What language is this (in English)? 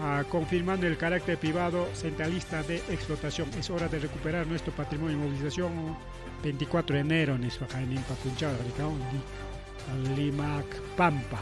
Ayacucho Quechua